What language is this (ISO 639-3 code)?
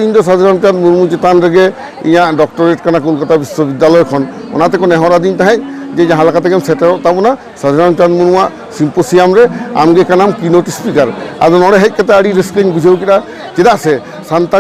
sat